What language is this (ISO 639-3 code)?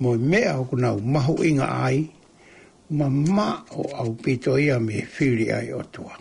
ton